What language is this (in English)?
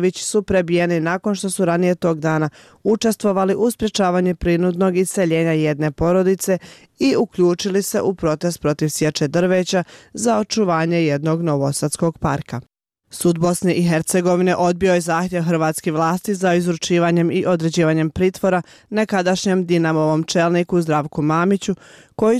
Bosnian